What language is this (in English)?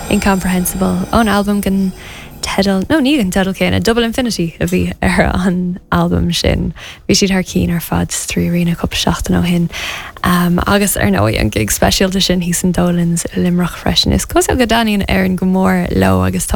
Irish